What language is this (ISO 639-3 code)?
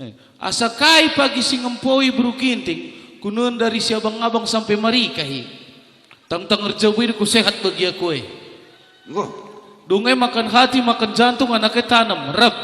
btx